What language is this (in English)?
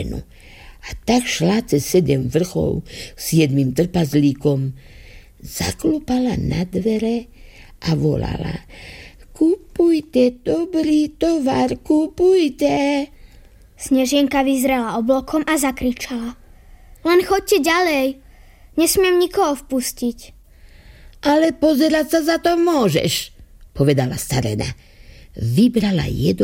Slovak